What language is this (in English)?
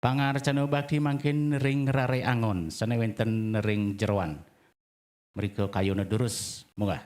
Balinese